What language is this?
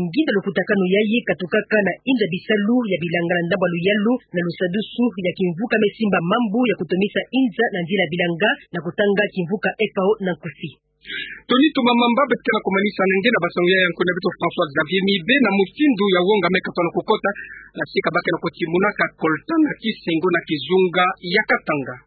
Kituba (Democratic Republic of Congo)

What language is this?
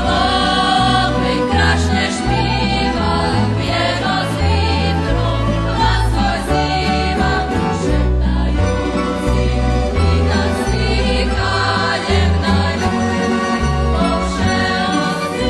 Rusyn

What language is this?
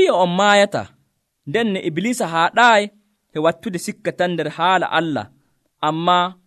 Nigerian Fulfulde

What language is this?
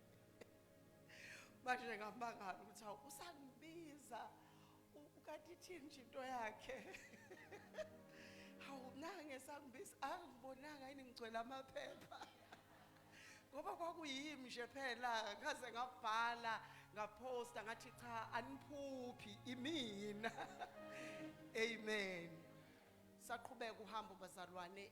Zulu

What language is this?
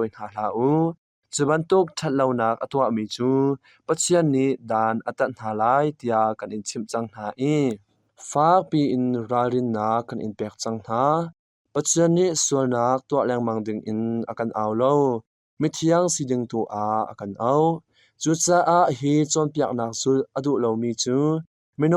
Hakha Chin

